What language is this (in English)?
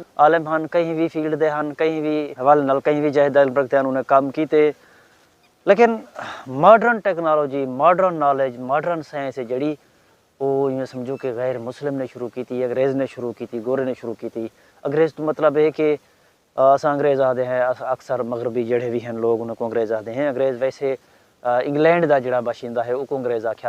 Saraiki